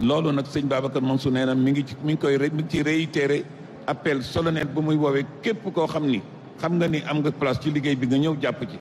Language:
Wolof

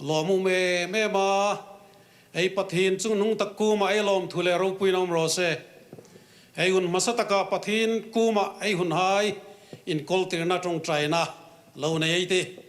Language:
Hmar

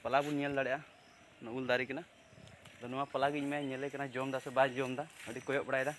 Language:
Santali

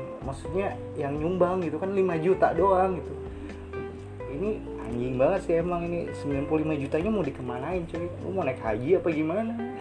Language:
Indonesian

